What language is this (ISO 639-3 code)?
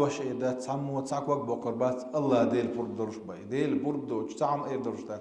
che